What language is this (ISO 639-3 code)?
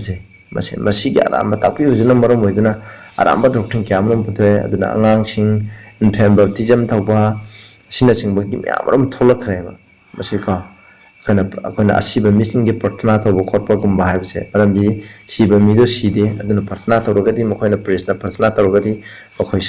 mni